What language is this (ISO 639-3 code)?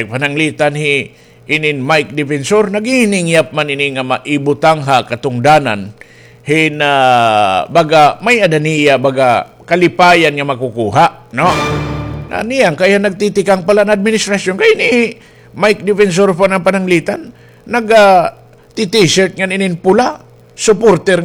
war